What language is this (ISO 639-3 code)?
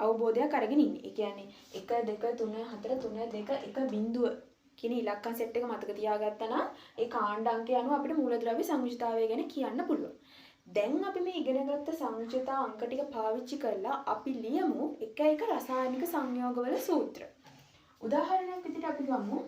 sin